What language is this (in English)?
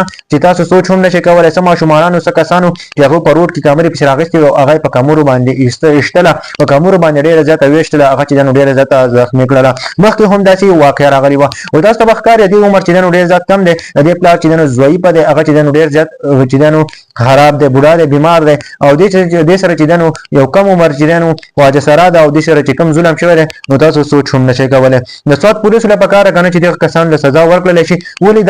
Pashto